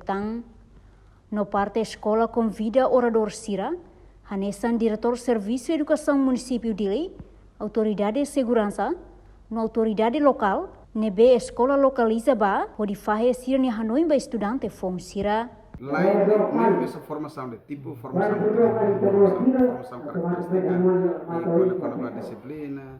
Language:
Tetum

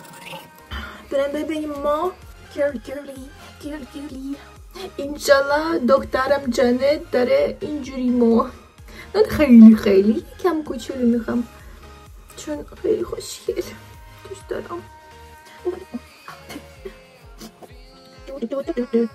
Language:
Persian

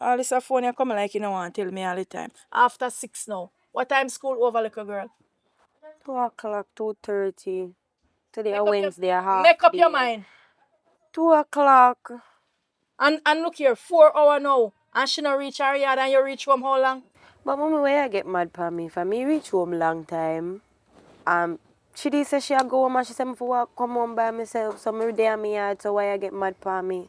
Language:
Jamaican Creole English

